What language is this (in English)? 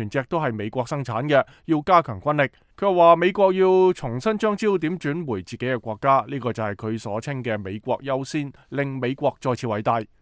Cantonese